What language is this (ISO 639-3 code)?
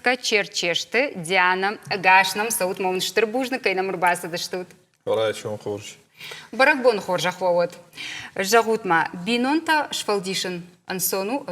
oss